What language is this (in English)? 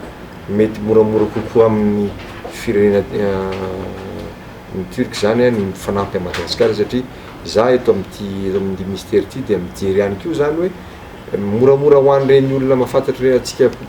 Malagasy